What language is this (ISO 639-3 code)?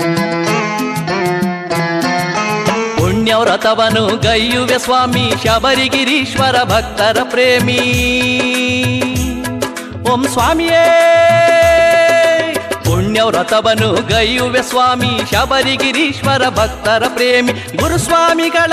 kan